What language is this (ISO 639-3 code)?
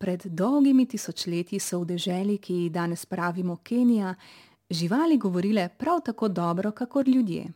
slv